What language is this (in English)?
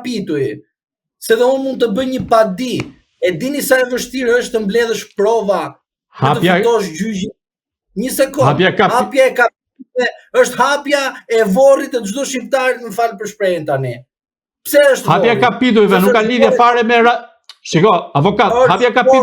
Albanian